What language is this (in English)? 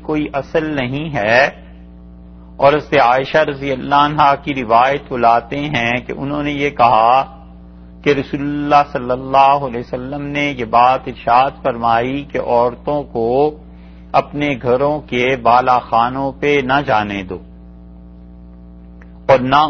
Urdu